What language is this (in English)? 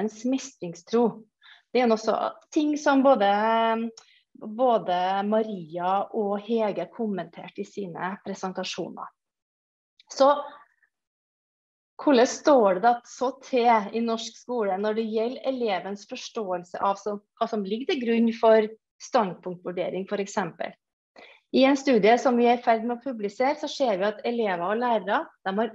Norwegian